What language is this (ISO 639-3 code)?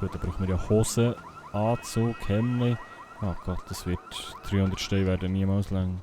gsw